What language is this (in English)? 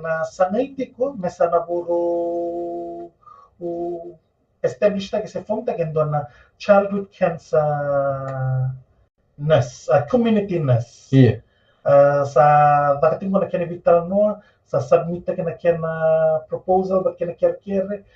Fijian